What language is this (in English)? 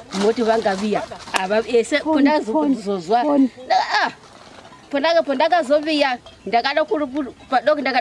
Shona